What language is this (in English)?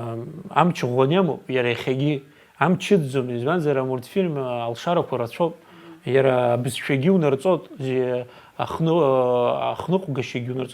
Abkhazian